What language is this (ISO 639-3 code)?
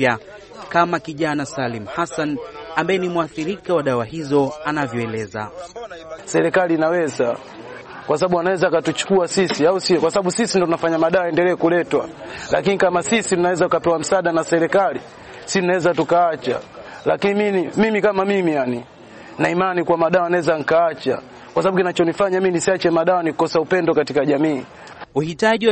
swa